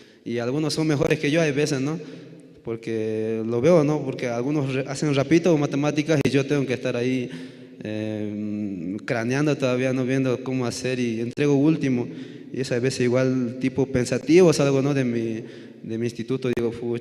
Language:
South Bolivian Quechua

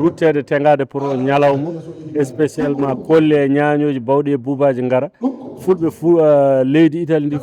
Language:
Fula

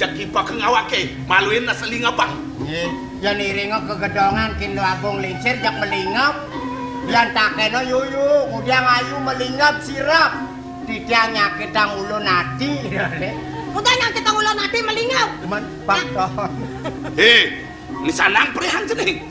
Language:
Balinese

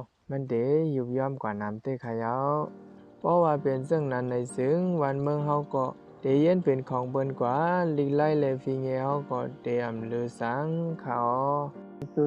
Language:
Shan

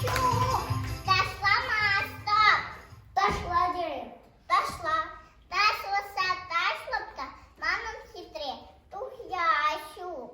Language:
Chuvash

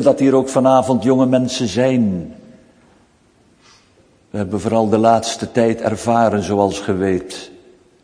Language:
Dutch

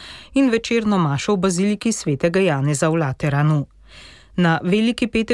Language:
Slovenian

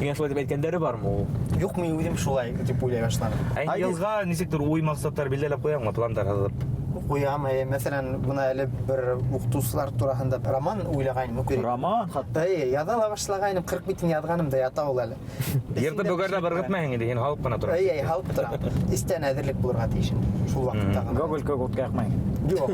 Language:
Bashkir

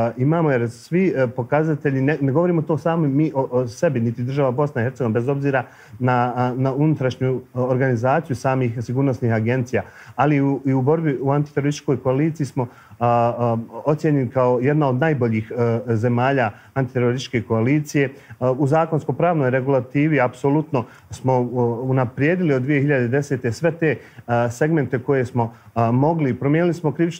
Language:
Bosnian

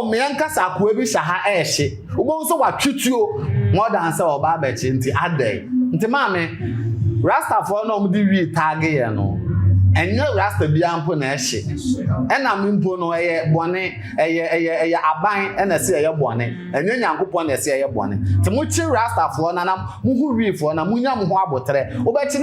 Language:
Akan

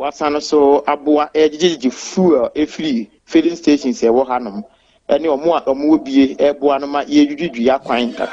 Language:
Akan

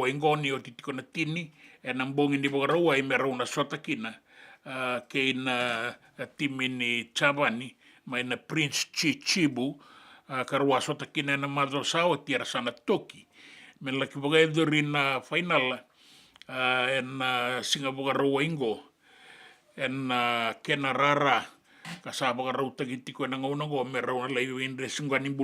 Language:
Fijian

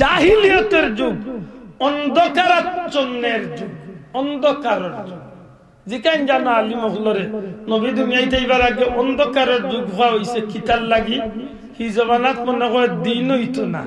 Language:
Sylheti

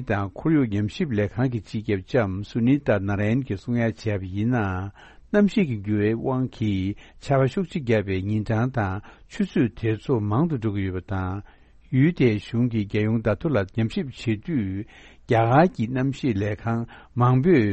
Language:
Tibetan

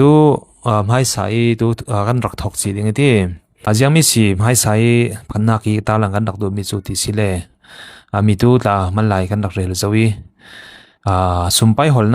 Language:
Falam Chin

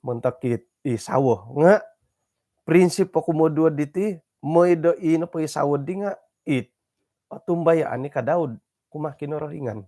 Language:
Central Dusun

